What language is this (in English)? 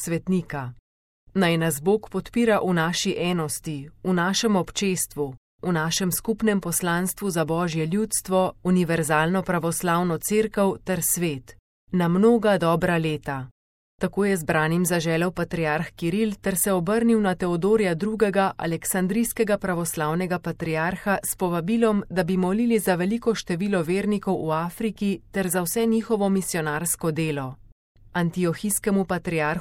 Slovenian